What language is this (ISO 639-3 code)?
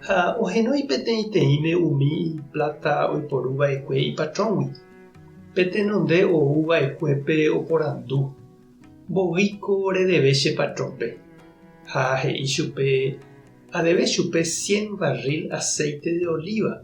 grn